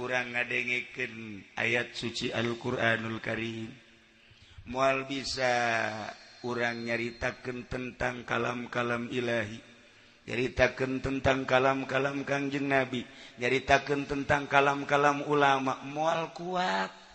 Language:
Sundanese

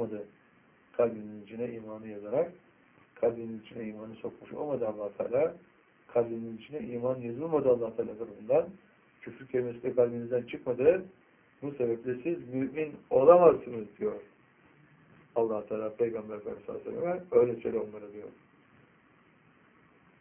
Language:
Turkish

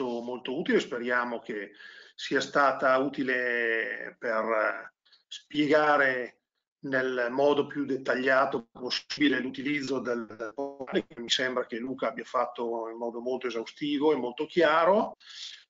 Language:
Italian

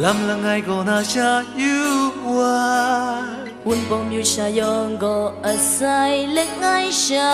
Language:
Kachin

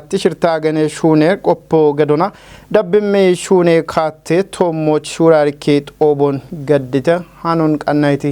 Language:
Kafa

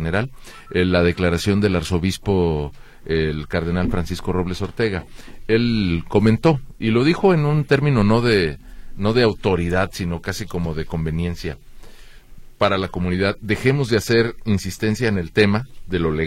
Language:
Spanish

